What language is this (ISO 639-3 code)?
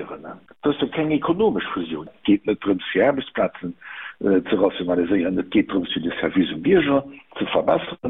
ltz